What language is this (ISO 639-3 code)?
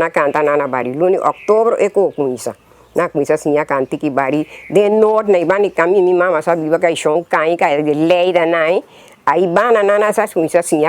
pap